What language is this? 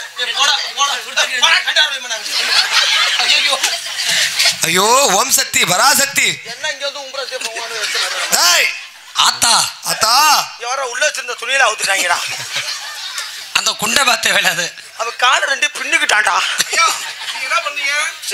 Tamil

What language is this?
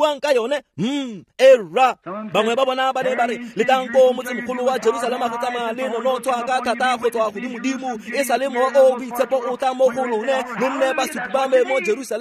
Tswana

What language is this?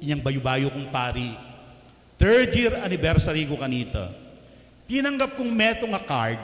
Pampanga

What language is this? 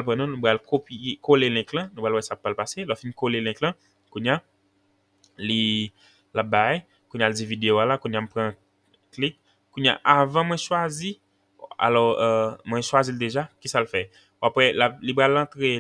Haitian Creole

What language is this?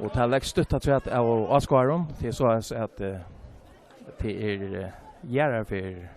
Faroese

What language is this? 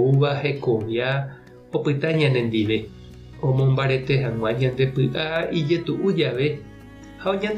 Guarani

